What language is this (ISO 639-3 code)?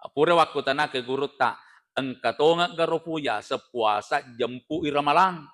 bug